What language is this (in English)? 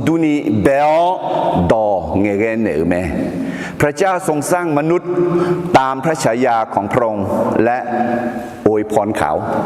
Akha